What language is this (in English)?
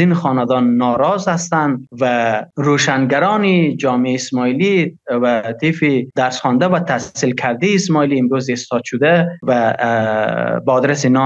Persian